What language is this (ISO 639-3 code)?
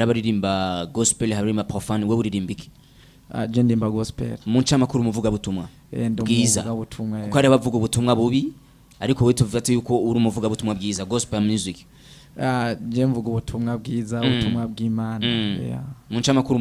run